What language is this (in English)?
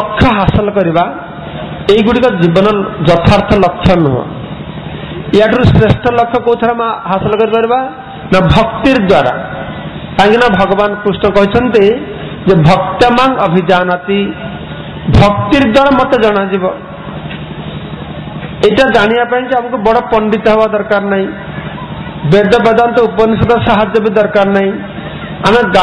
Odia